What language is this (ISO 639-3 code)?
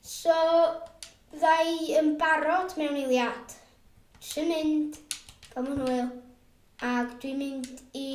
cym